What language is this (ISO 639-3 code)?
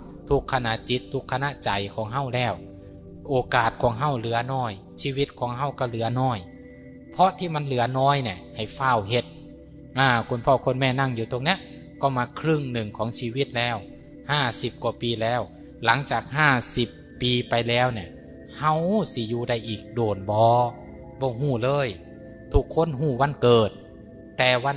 tts